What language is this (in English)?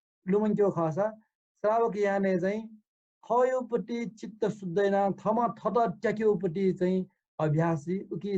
Newari